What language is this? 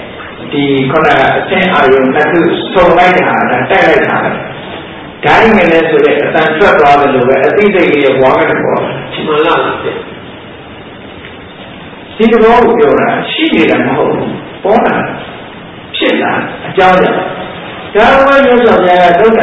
Burmese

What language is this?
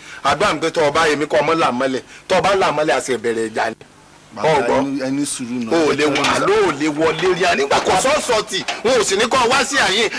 Yoruba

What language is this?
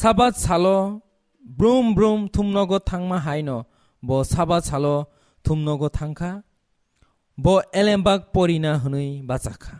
Kok Borok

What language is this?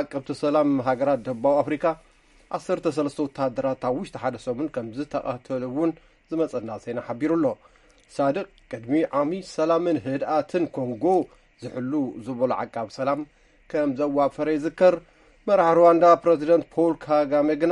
Tigrinya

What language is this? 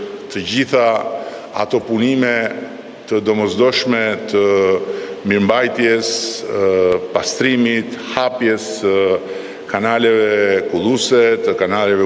Albanian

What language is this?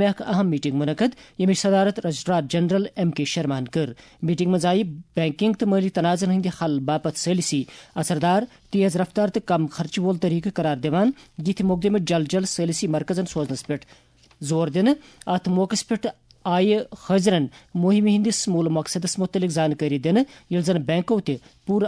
Kashmiri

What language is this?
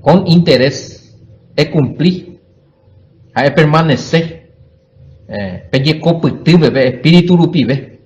Guarani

